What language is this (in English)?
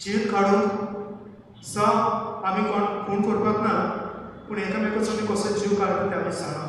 Konkani